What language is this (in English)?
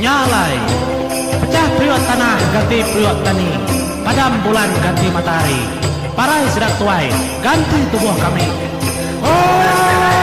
Iban